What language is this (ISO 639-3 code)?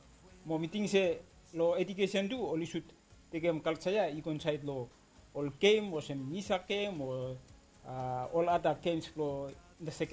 bis